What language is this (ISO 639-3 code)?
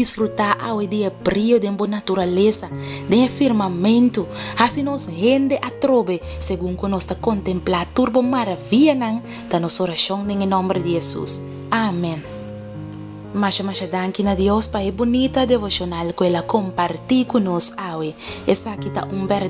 pap